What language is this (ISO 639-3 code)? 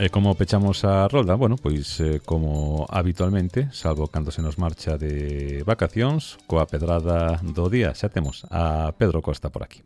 glg